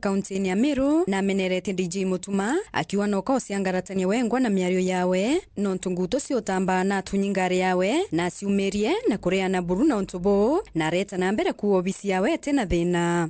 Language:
Meru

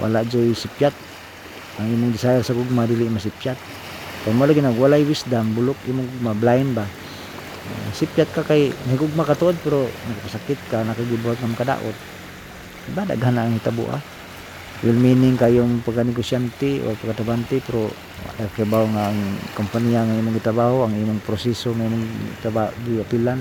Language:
Cebuano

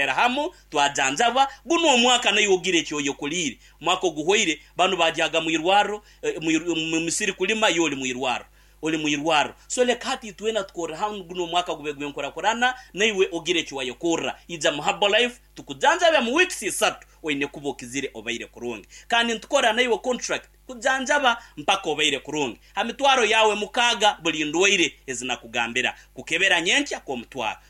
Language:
Nyankole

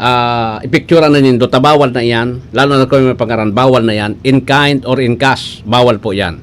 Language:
Bikol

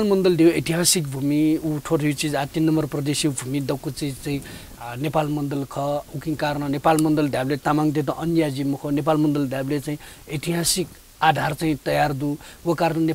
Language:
Newari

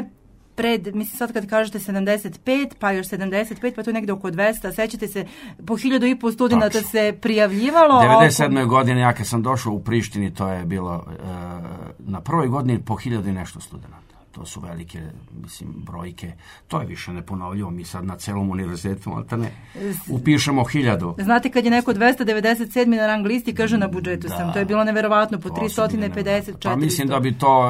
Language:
Serbian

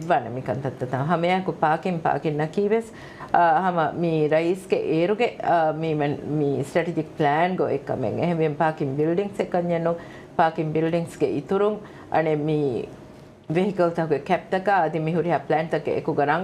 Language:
Divehi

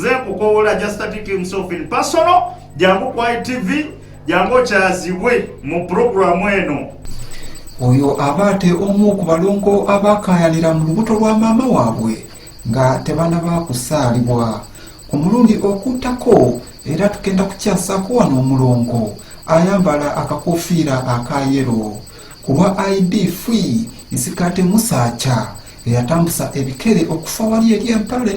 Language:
Ganda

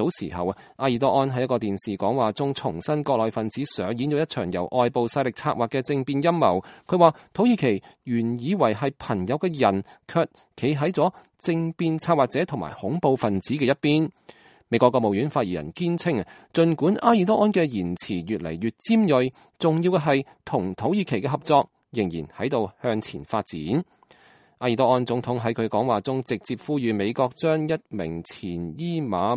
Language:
Cantonese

